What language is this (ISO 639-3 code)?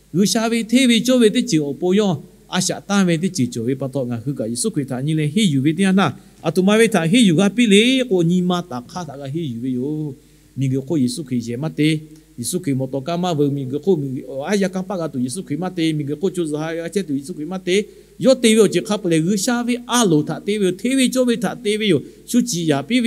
lhu